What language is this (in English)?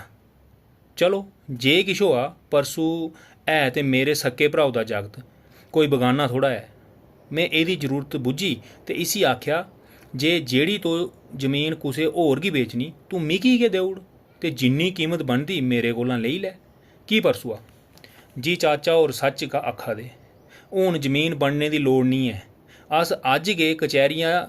Dogri